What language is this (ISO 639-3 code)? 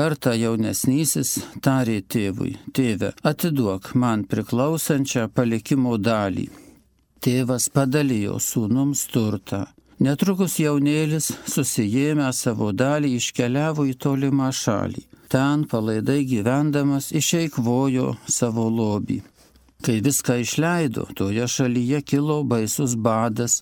lit